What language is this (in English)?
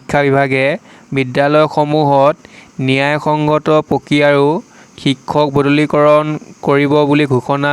Assamese